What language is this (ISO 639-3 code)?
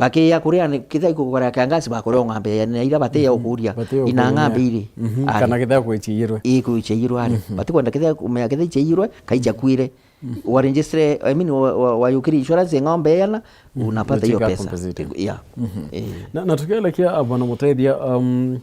mer